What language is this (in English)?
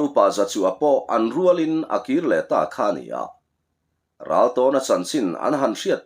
Mizo